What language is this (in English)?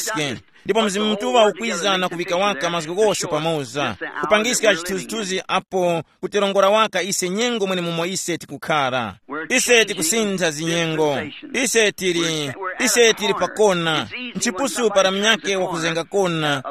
Tumbuka